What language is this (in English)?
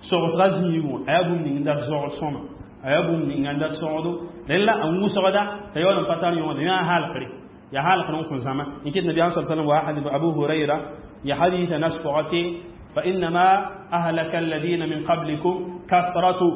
Mossi